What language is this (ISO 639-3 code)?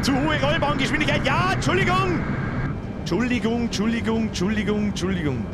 bar